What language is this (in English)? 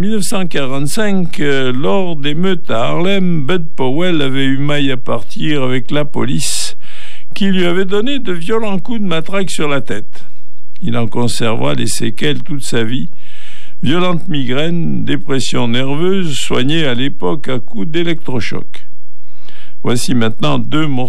French